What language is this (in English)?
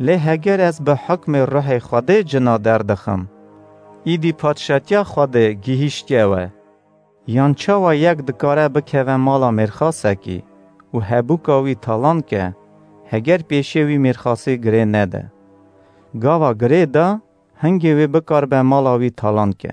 Kurdish